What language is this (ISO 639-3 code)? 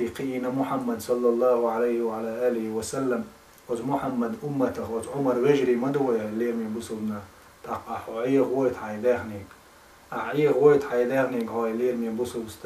che